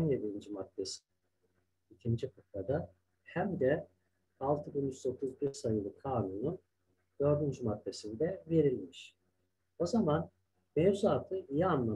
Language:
Turkish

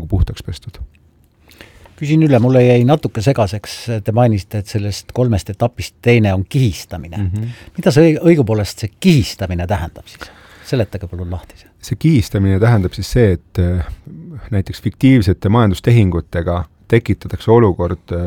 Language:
Estonian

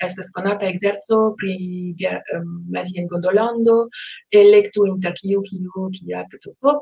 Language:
Esperanto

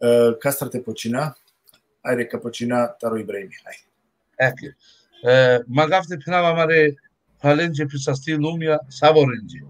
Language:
Balkan Romani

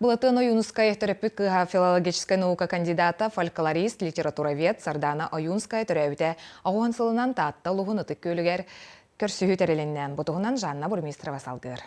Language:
Yakut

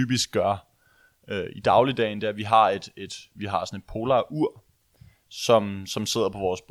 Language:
Danish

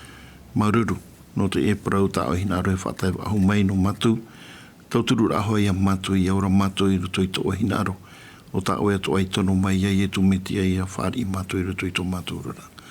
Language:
Tahitian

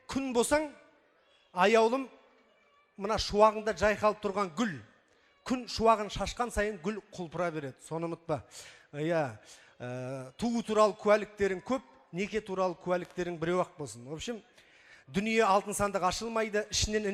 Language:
Kazakh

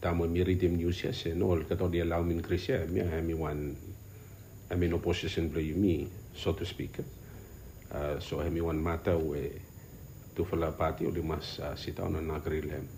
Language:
Bislama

